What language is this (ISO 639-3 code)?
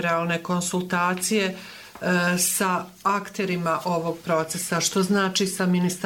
bos